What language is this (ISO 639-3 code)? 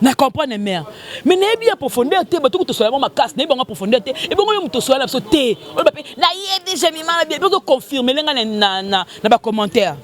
lin